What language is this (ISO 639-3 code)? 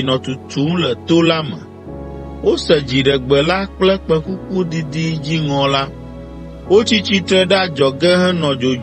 ewe